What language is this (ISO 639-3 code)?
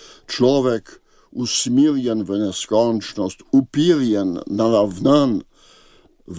slv